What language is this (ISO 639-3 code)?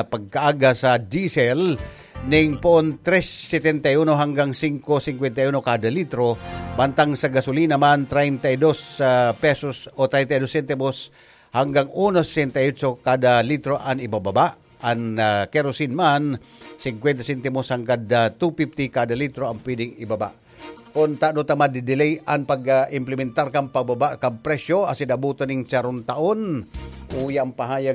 bik